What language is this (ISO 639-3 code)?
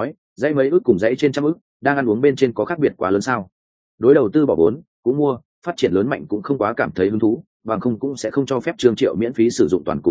vie